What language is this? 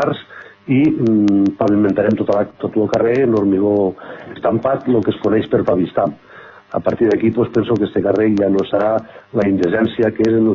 Catalan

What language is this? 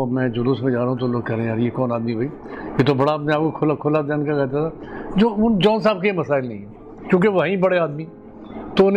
Urdu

